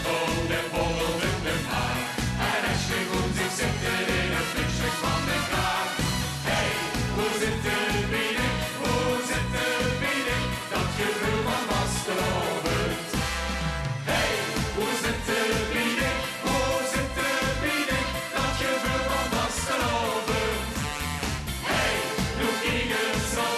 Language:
Limburgish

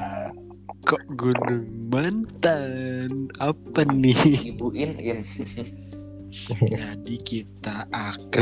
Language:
Indonesian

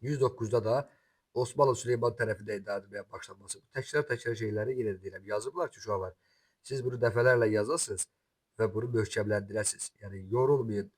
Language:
Azerbaijani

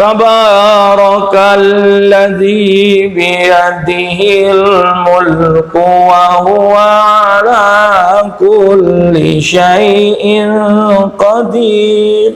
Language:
Musi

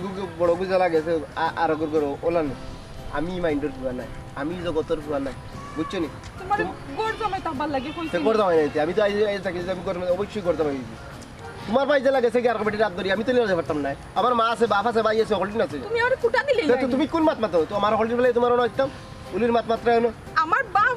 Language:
Sylheti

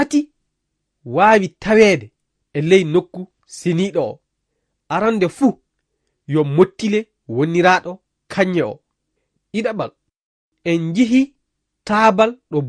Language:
Fula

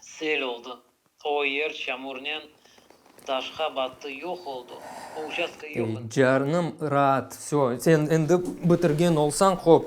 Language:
Crimean Tatar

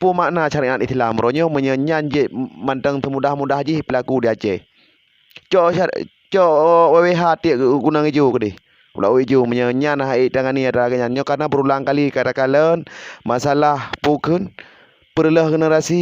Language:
Achinese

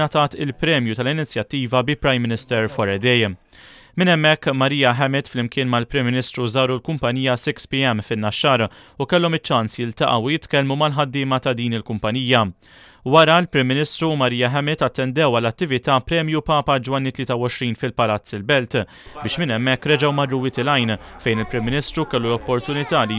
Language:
Maltese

